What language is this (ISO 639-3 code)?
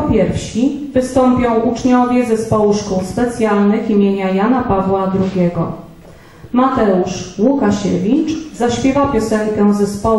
pol